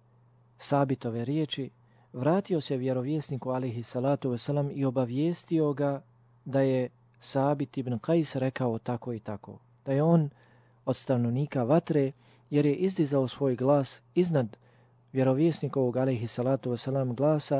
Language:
Bosnian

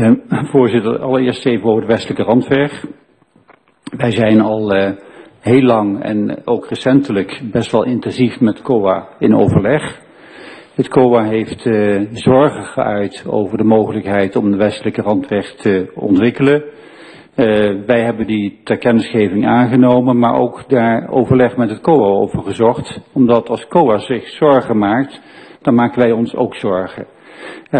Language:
Dutch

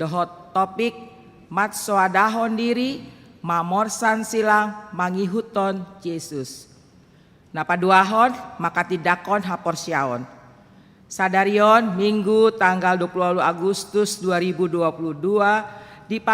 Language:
Batak Toba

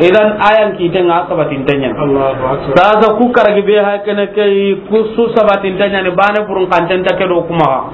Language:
Soninke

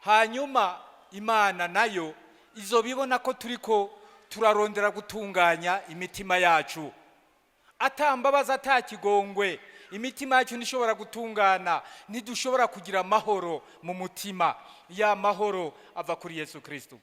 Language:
Rundi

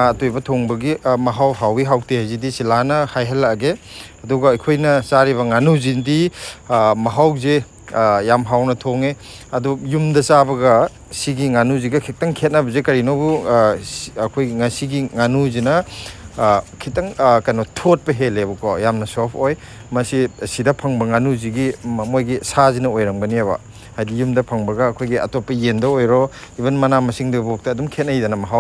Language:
Manipuri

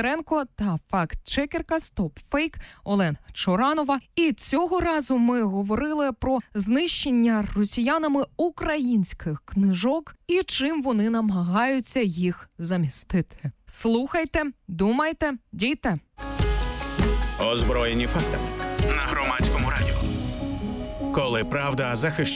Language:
Ukrainian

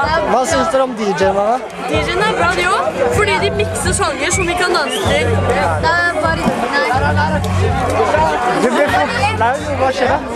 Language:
Norwegian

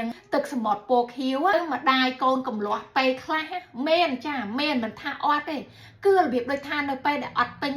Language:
Khmer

